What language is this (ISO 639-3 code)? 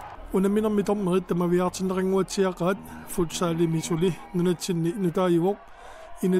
kal